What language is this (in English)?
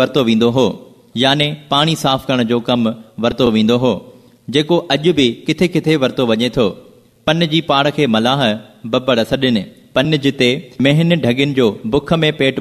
Sindhi